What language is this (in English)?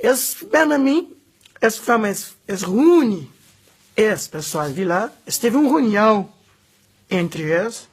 Kabuverdianu